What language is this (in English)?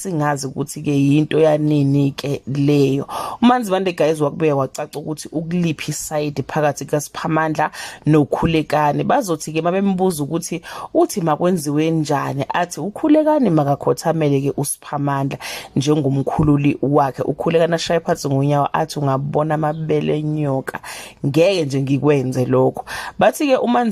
Zulu